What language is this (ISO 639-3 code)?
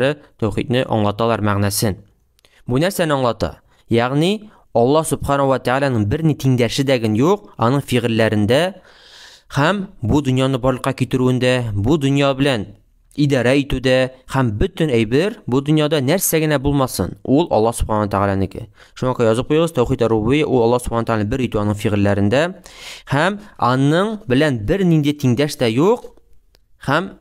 tat